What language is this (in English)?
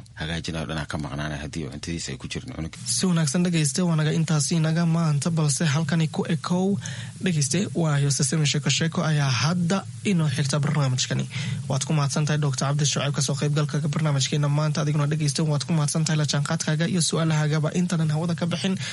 Somali